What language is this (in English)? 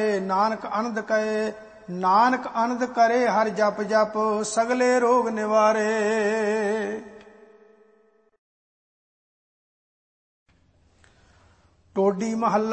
Punjabi